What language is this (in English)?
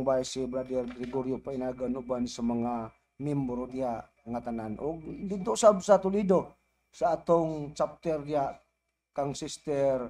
Cebuano